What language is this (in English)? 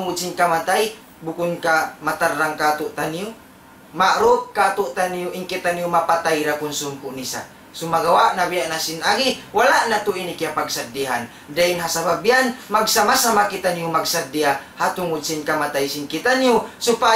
Tausug